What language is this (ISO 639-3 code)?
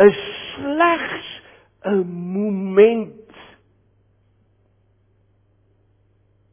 afr